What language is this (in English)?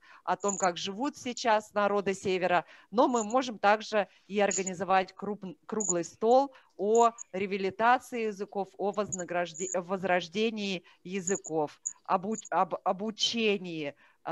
Russian